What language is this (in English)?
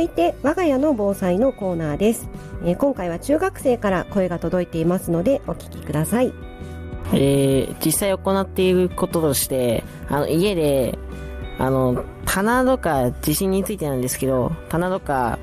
Japanese